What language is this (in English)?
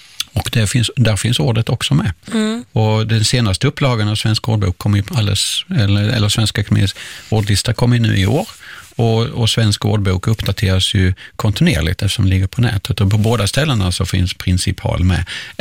Swedish